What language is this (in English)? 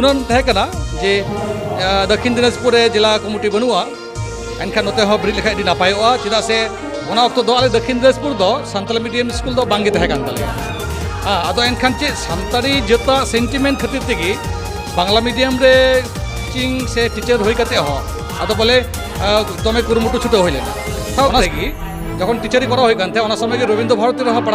Santali